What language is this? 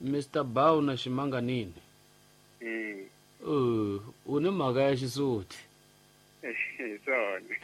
Tsonga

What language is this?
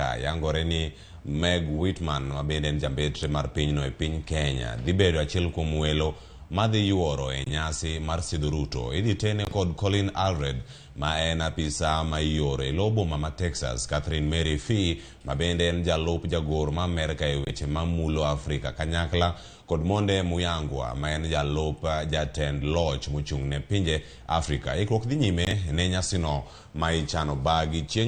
Luo (Kenya and Tanzania)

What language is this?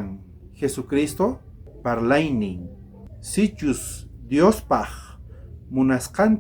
South Bolivian Quechua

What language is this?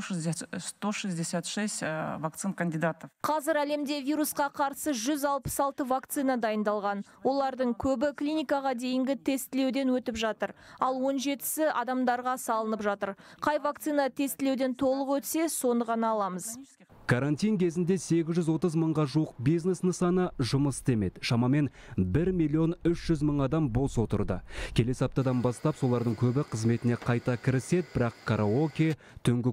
Kazakh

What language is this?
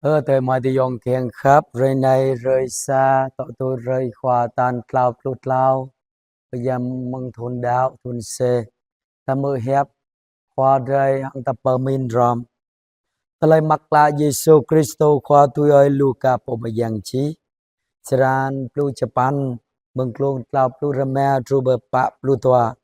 Jarai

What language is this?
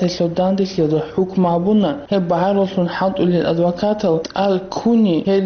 Avaric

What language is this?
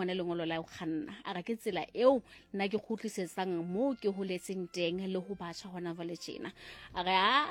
Southern Sotho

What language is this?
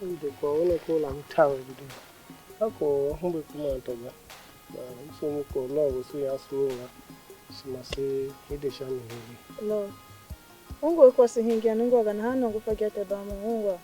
Tiv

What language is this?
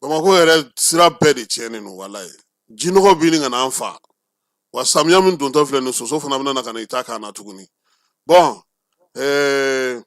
Bambara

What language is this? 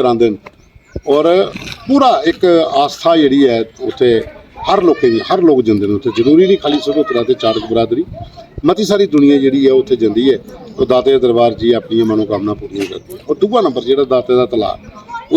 Dogri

